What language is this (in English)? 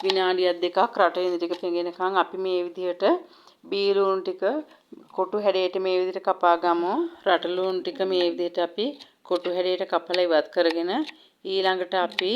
Sinhala